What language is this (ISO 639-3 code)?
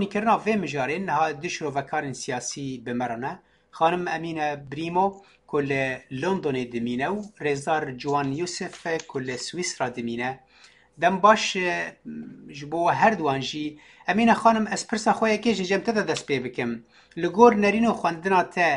kur